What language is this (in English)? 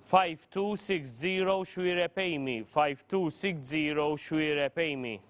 English